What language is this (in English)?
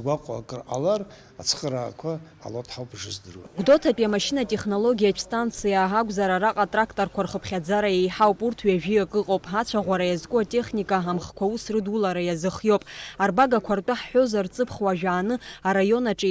Abkhazian